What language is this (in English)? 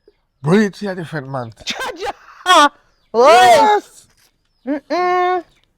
Jamaican Creole English